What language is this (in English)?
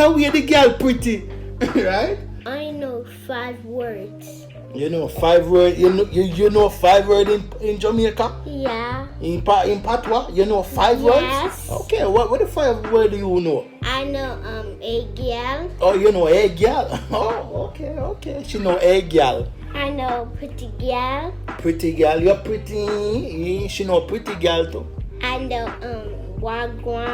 Jamaican Creole English